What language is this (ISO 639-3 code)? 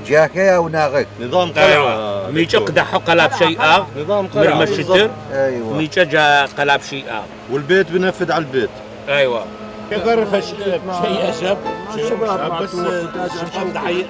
ady